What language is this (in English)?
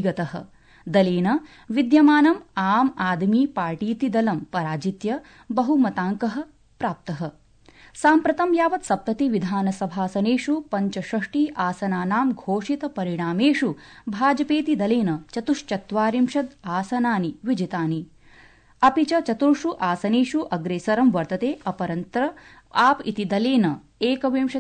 Sanskrit